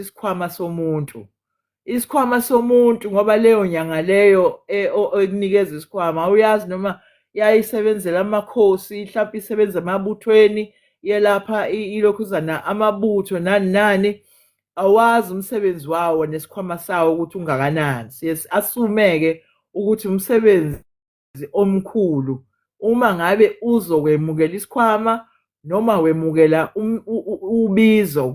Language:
Zulu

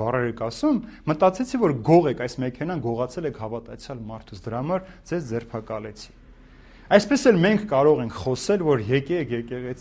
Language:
Armenian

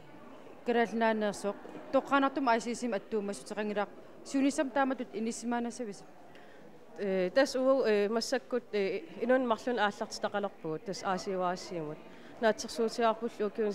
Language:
Kalaallisut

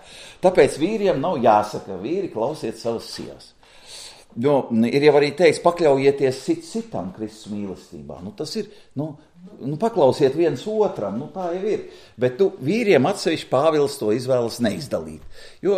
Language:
Latvian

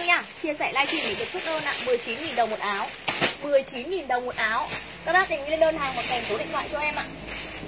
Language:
Vietnamese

